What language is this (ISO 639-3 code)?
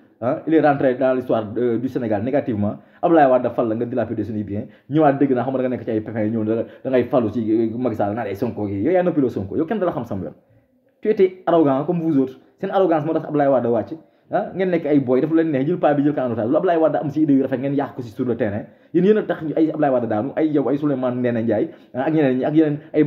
wol